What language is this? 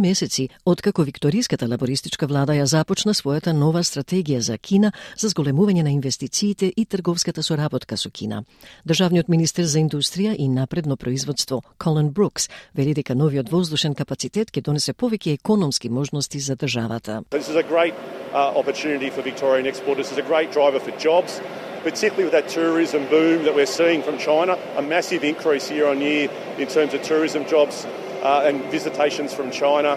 Macedonian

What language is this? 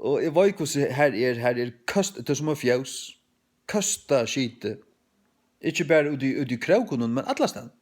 Faroese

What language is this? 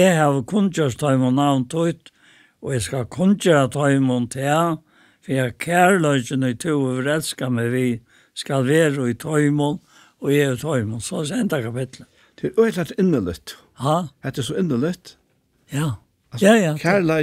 Faroese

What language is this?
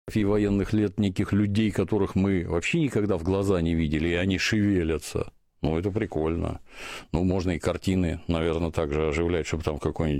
Russian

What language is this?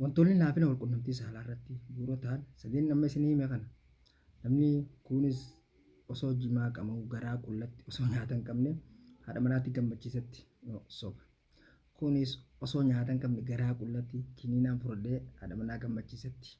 Oromo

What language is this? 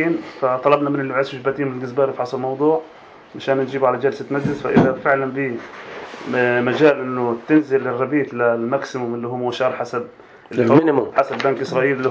North Levantine Arabic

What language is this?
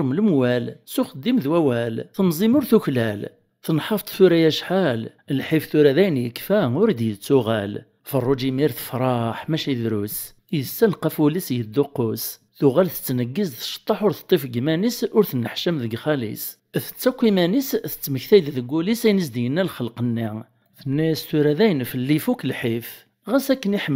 Kabyle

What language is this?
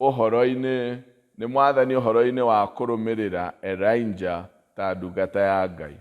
Kikuyu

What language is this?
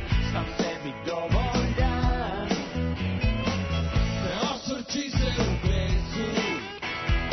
Serbian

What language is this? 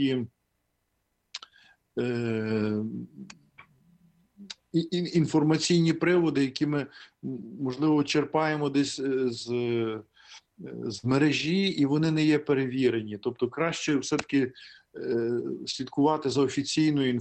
Ukrainian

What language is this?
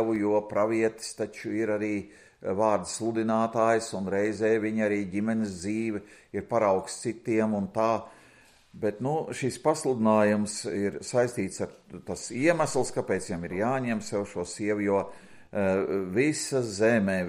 Latvian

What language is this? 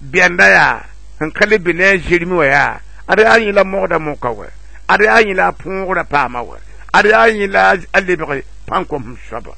Mossi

